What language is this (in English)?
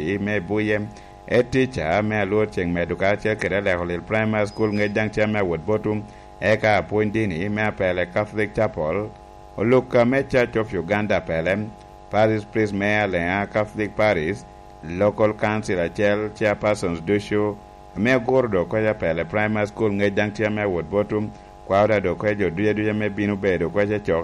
Lango (Uganda)